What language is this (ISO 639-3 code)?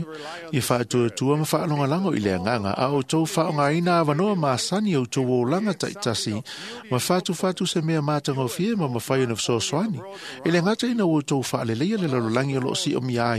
smo